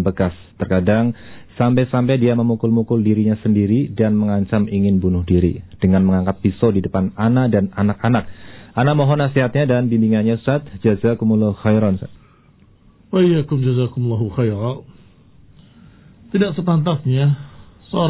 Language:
Indonesian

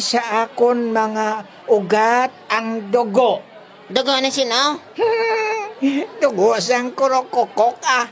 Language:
Hiligaynon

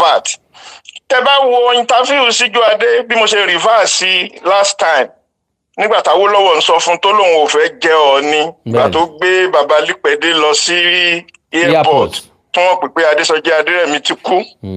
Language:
Yoruba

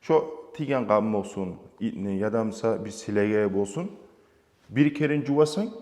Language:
Kumyk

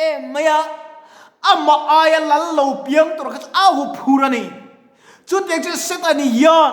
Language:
Mizo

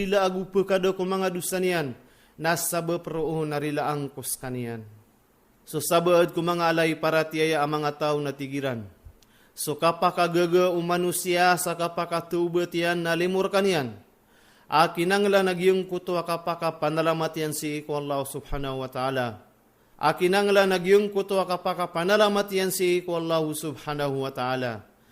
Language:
Maranao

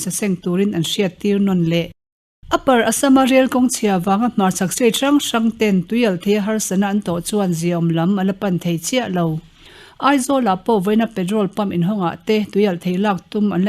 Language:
Mizo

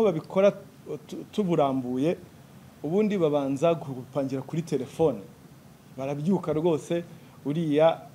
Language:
Kinyarwanda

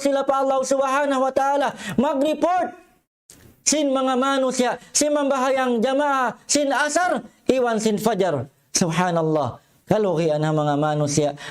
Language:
Tausug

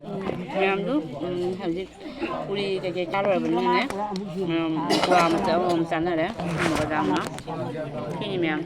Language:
Manipuri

